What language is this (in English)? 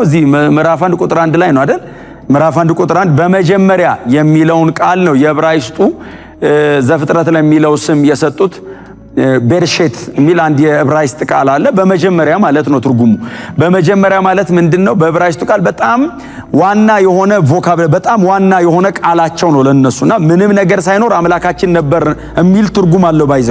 Amharic